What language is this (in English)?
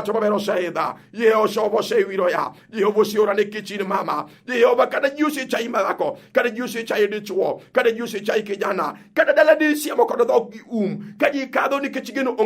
Luo (Kenya and Tanzania)